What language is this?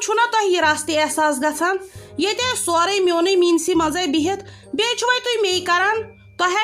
Kashmiri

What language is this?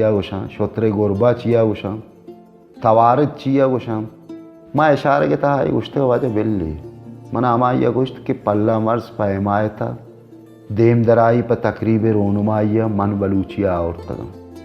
Baluchi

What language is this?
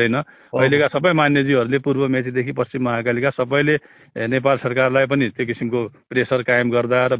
Nepali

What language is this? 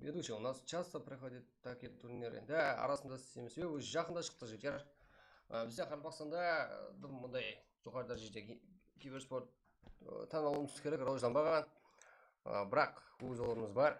Kara-Kalpak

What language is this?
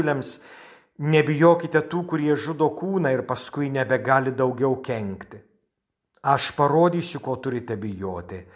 Lithuanian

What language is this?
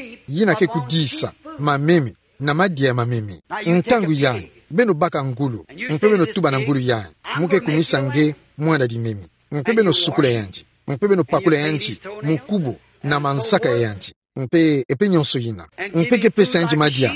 Kituba (Democratic Republic of Congo)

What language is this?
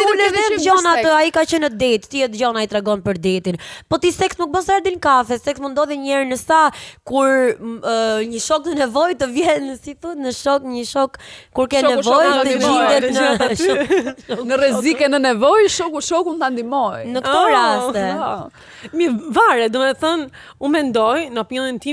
Albanian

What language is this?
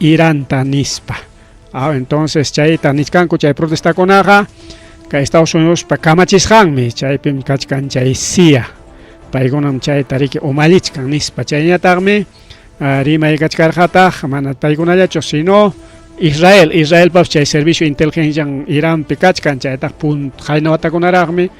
Ayacucho Quechua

